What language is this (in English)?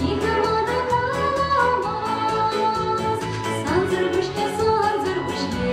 Chuvash